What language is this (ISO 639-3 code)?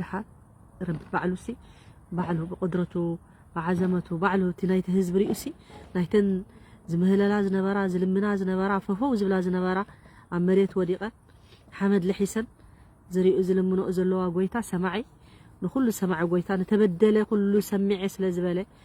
tir